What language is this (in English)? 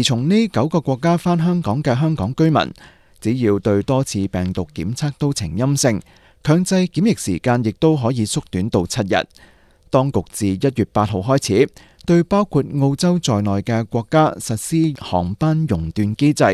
Cantonese